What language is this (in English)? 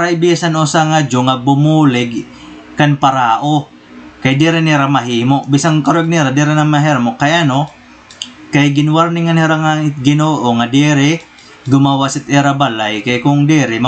Waray